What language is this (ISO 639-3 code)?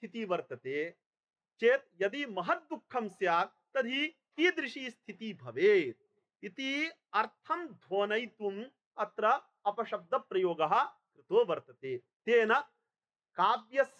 san